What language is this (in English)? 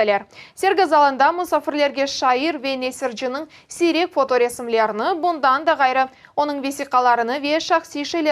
Crimean Tatar